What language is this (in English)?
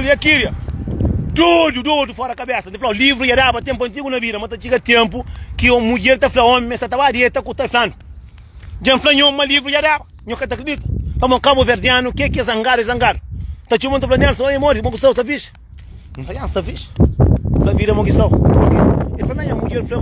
Kabuverdianu